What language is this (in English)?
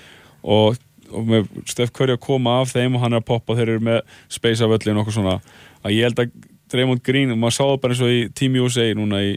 Icelandic